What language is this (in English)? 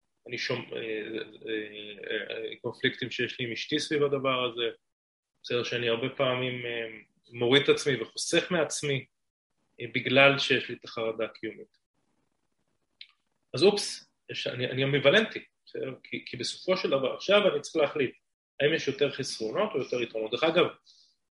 Hebrew